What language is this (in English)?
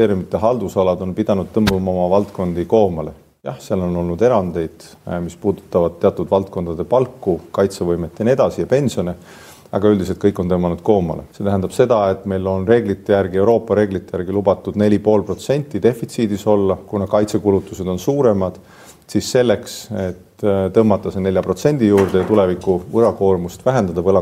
Estonian